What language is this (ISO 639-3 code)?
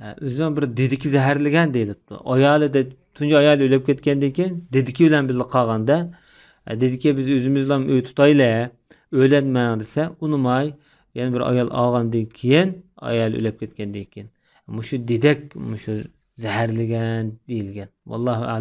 uig